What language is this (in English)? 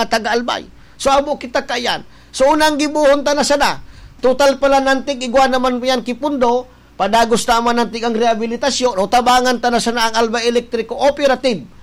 Bikol